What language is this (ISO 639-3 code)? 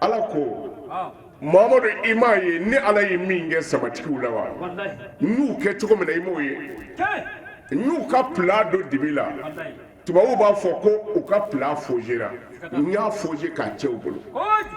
bam